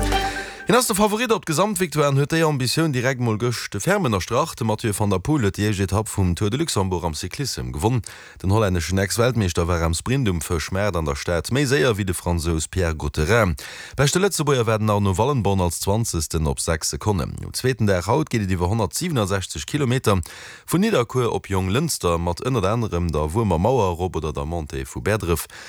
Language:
Luxembourgish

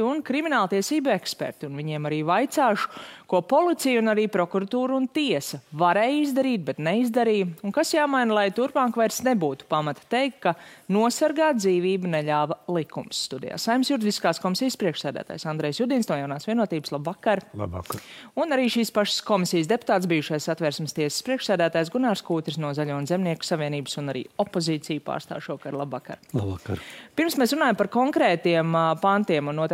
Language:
Latvian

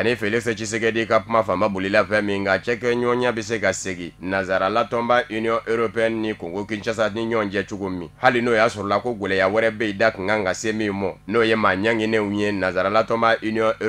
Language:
Bambara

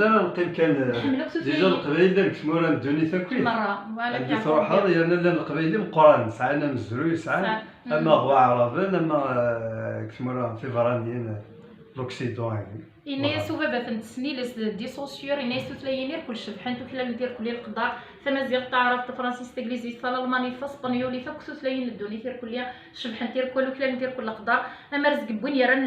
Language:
Kabyle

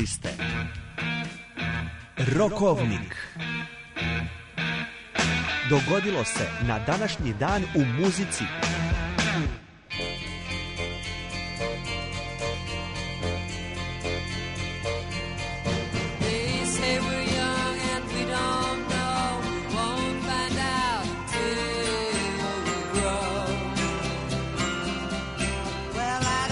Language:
Serbian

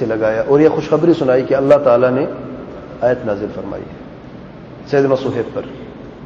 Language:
Urdu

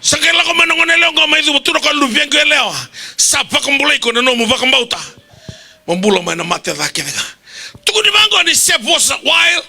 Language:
Fijian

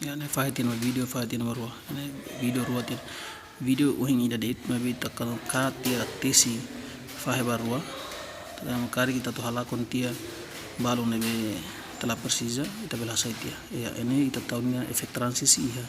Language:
Tetum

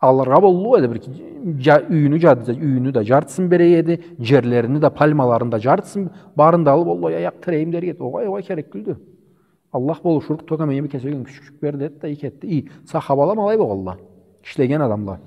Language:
Karachay-Balkar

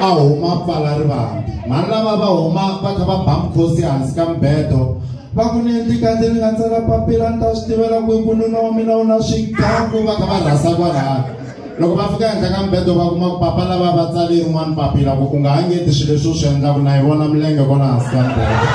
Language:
Tsonga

